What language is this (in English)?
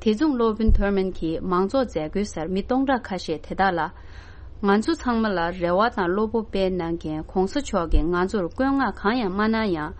Tibetan